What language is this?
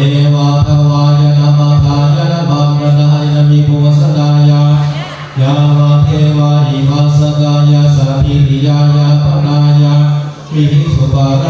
Pali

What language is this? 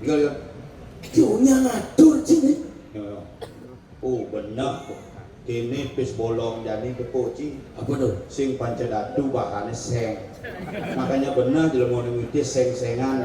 Balinese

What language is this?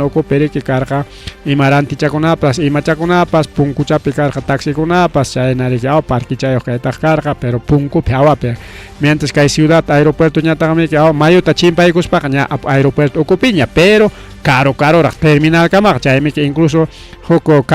Ayacucho Quechua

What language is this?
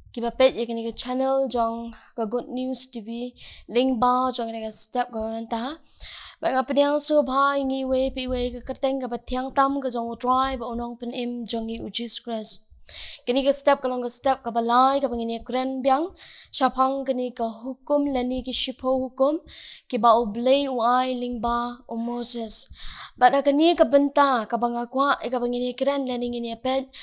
Khasi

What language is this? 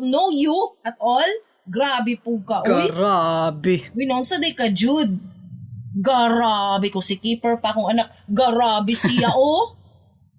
Cebuano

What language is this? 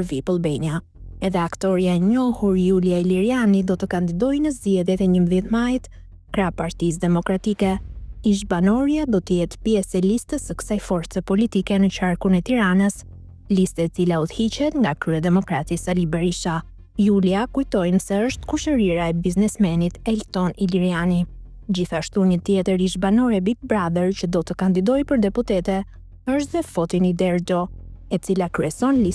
Albanian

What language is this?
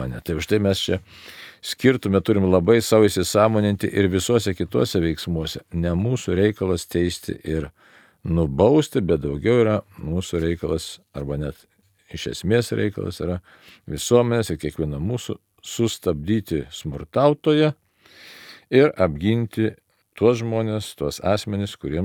Lithuanian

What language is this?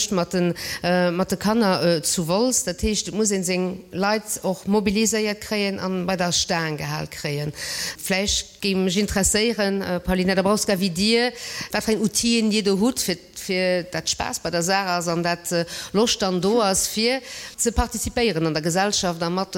Luxembourgish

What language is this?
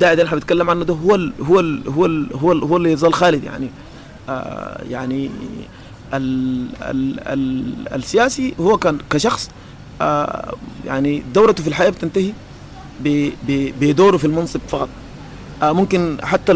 Sudanese Arabic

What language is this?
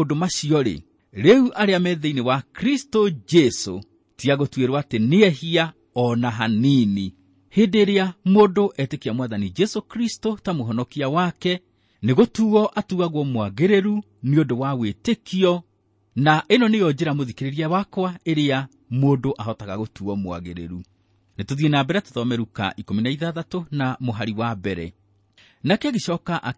Kikuyu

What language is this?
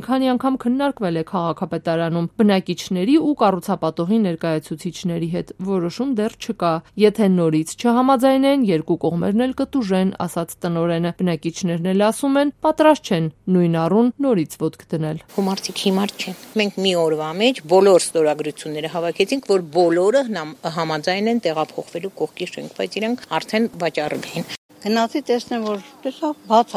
Armenian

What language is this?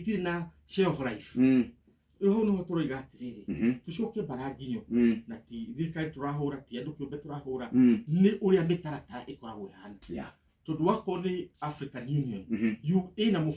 Kikuyu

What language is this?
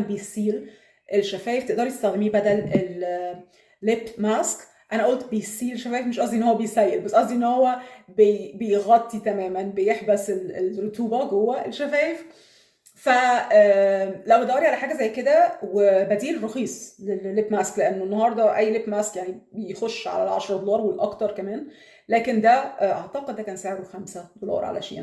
Egyptian Arabic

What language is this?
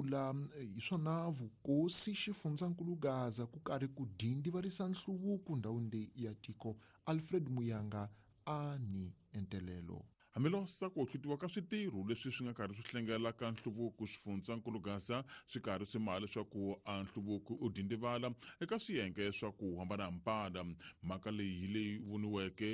Tsonga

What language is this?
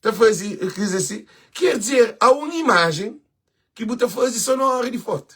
Kabuverdianu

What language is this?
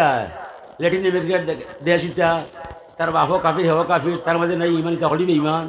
Sylheti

